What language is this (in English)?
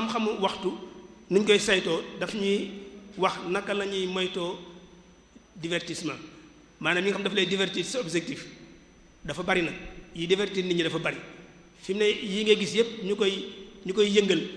Wolof